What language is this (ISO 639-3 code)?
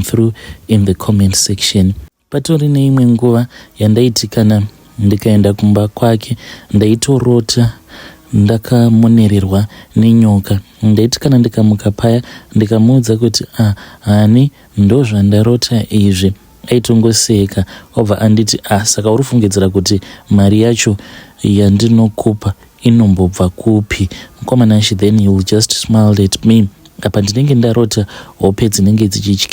sna